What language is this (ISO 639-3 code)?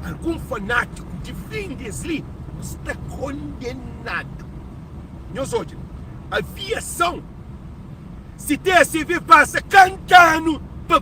kea